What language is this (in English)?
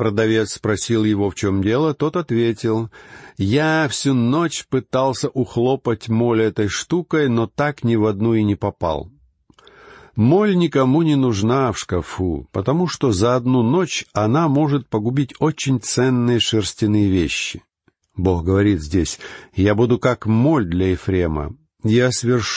Russian